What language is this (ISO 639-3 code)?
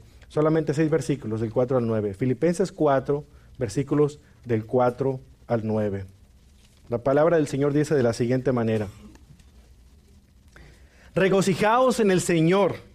spa